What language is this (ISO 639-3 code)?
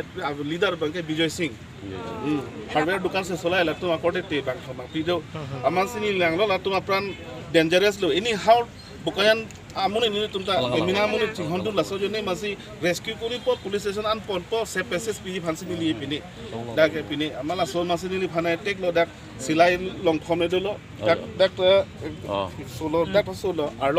mjw